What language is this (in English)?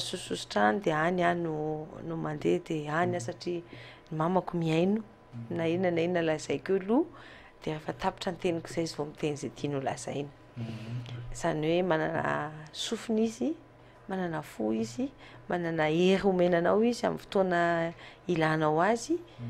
Malagasy